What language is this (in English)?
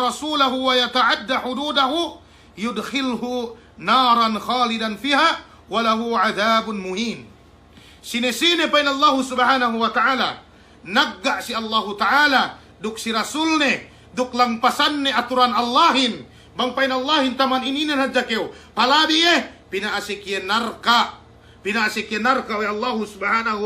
Yakan